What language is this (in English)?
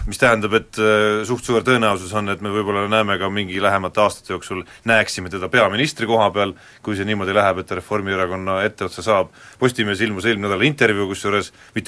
Estonian